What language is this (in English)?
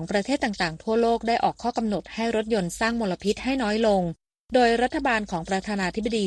Thai